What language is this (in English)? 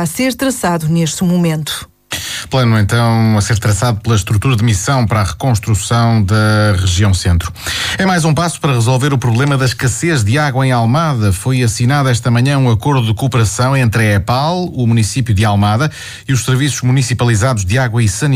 Portuguese